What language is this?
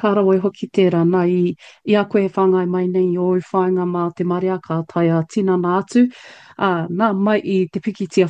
Māori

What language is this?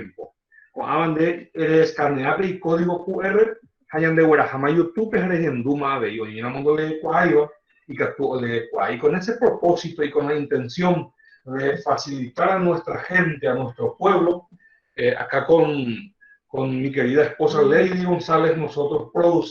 Guarani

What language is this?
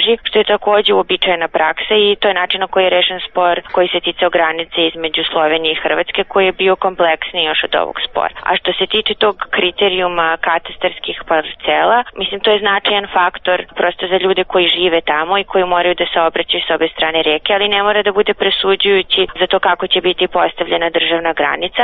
Serbian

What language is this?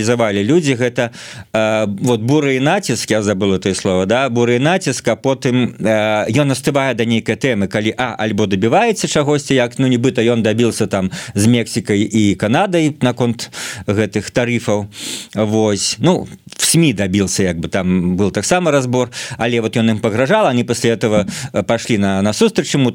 Belarusian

